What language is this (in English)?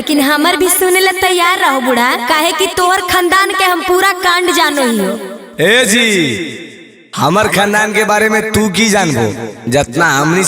Magahi